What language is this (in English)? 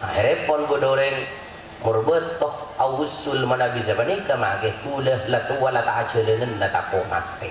Madurese